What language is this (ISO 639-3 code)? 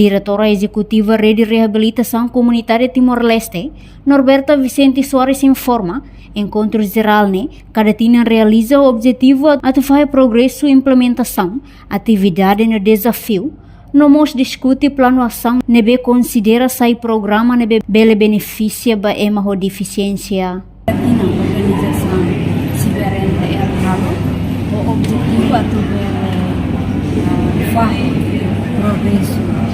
tet